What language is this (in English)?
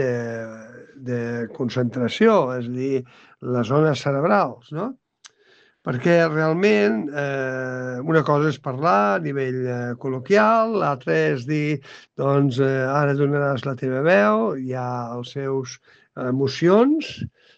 Catalan